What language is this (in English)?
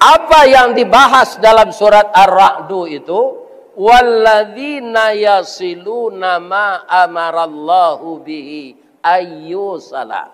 Minangkabau